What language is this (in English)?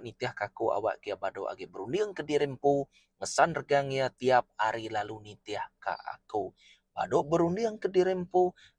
Iban